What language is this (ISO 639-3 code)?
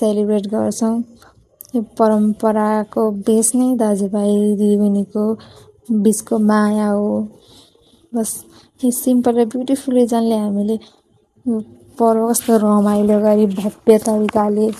nep